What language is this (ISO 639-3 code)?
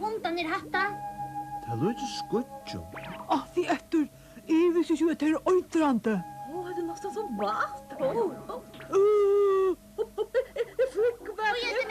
fao